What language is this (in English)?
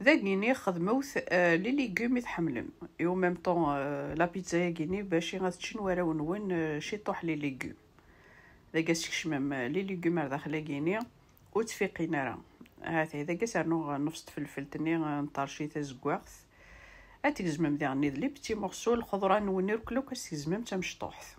Kabyle